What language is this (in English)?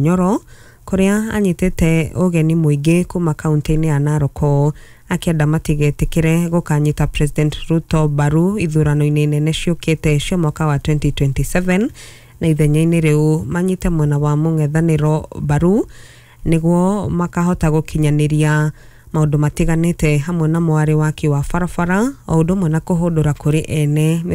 Kikuyu